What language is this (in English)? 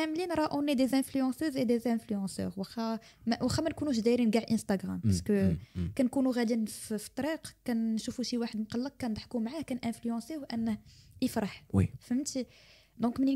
Moroccan Arabic